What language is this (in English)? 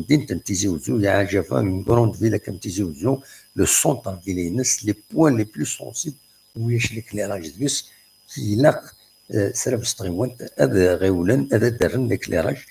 Kabyle